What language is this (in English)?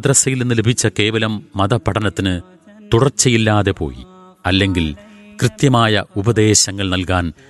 Malayalam